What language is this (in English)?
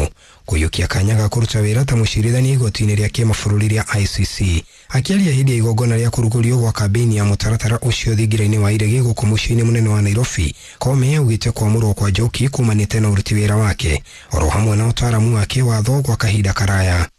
Kikuyu